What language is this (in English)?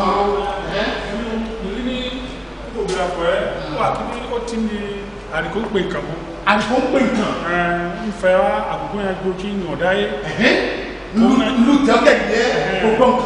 Ifè